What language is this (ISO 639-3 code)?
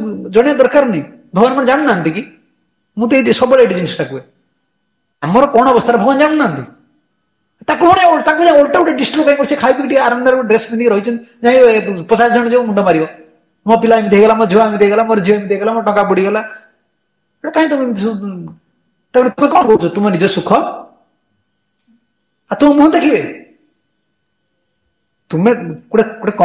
ori